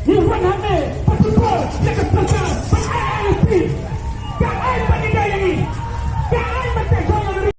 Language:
Khasi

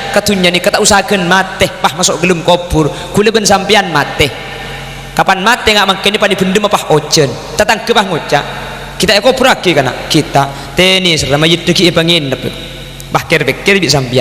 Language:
Madurese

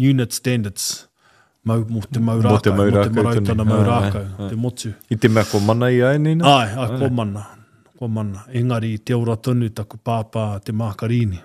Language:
Māori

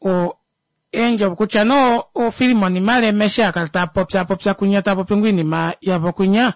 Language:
Kuanyama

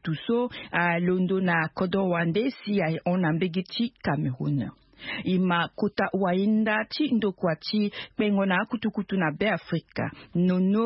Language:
Sango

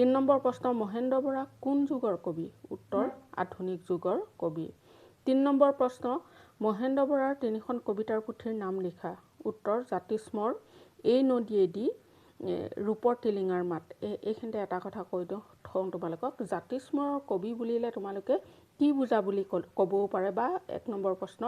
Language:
Assamese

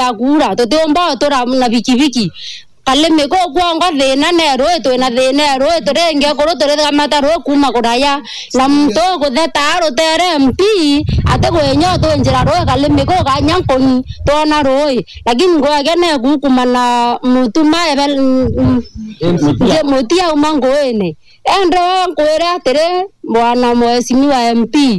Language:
Meru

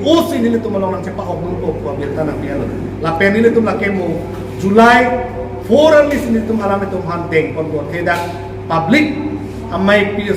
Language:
Karbi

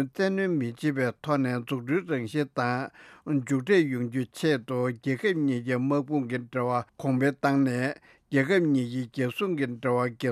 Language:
Tibetan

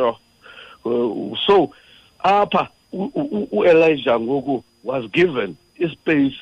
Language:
Xhosa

